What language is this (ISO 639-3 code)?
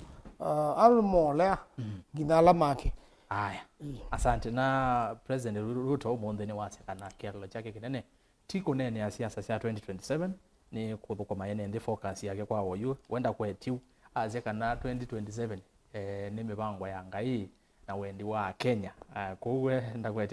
kam